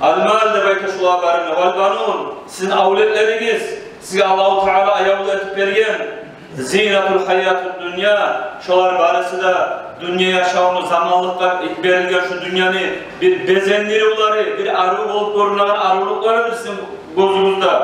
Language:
Kumyk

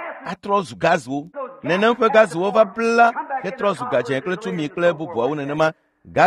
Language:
Ewe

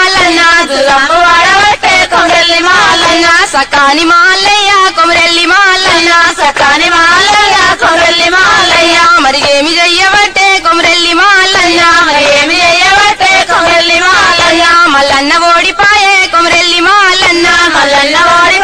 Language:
Telugu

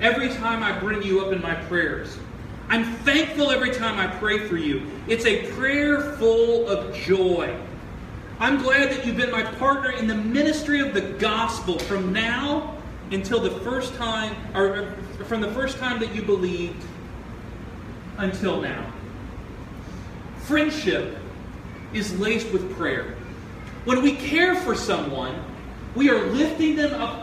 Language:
English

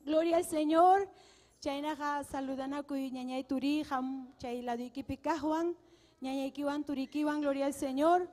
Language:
Ayacucho Quechua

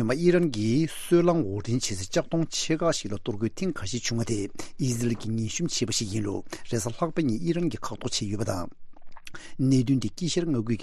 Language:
Tibetan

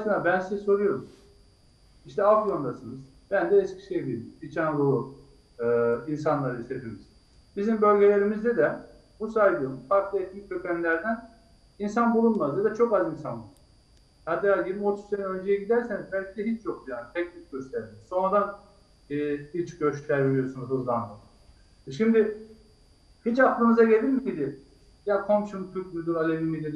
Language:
Turkish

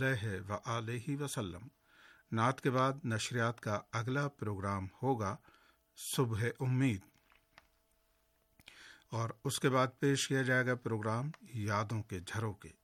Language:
Urdu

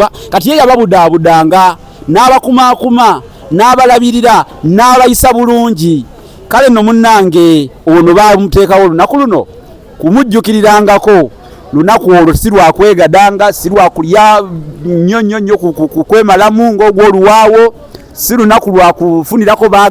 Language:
Ganda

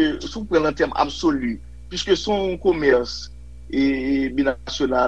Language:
Haitian Creole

